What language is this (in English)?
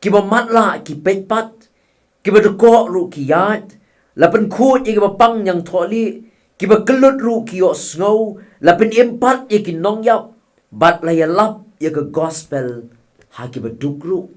Khasi